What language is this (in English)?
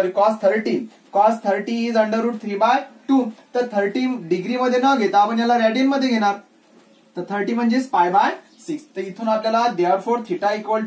Marathi